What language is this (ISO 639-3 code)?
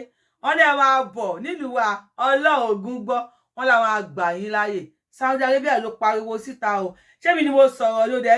yor